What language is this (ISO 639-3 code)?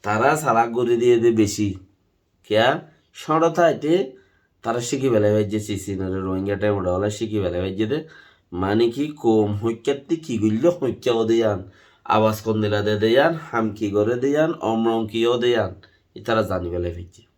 rhg